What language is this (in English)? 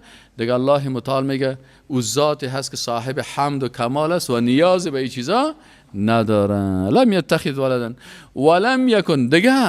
Persian